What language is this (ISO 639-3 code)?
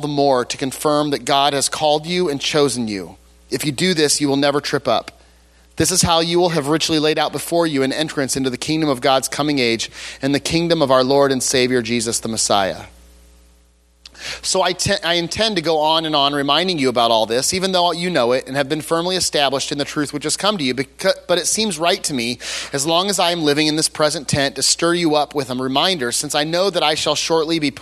eng